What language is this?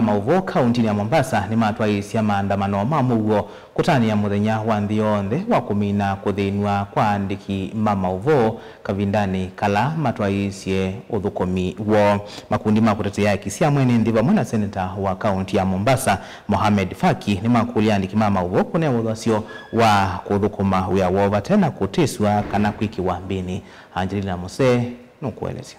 Kamba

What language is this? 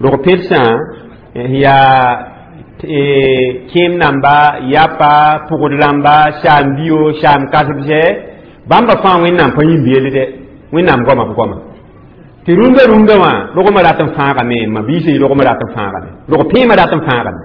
Mossi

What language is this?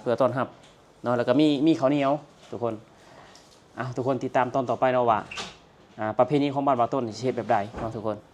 Lao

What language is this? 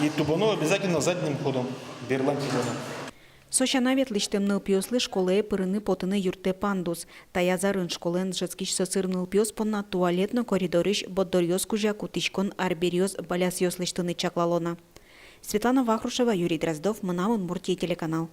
Udmurt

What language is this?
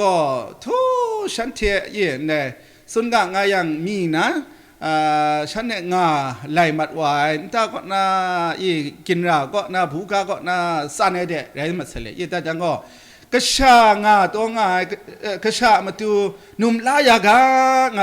Kachin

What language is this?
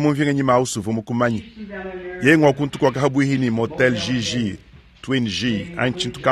Luba-Lulua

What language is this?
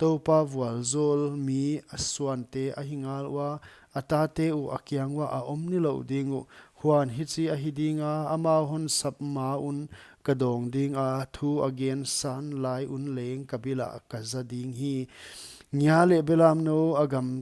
Paite Chin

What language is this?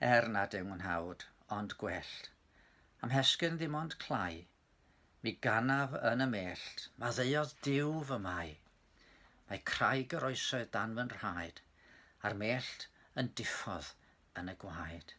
Welsh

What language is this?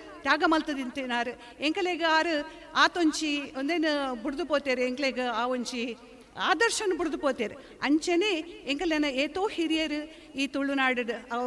Tulu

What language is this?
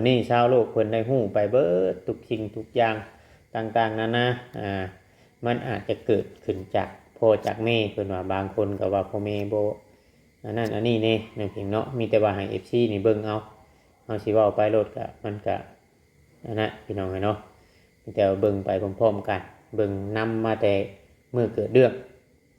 Lao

